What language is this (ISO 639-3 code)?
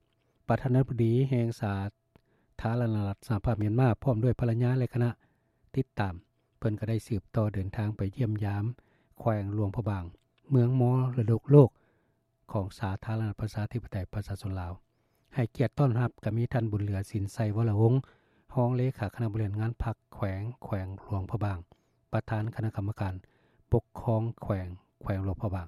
lao